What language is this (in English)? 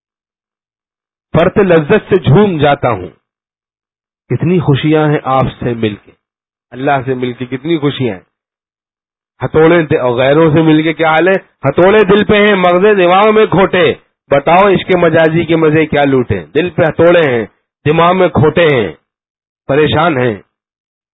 Urdu